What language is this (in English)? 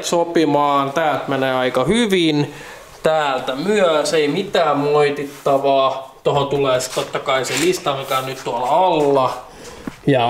Finnish